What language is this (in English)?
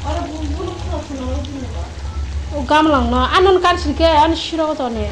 Kok Borok